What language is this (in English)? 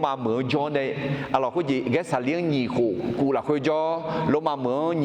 Akha